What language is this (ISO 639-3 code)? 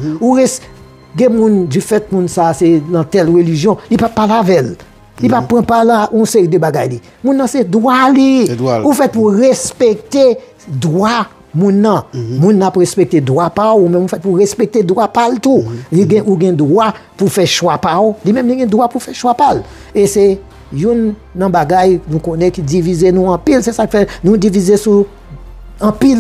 hat